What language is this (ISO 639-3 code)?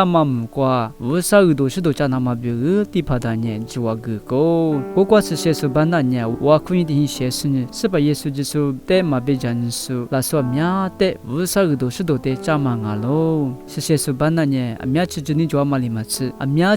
lis